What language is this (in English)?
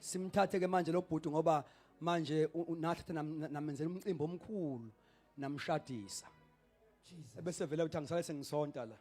Zulu